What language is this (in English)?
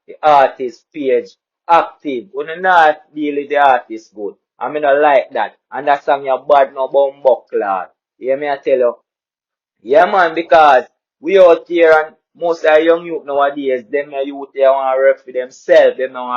Jamaican Creole English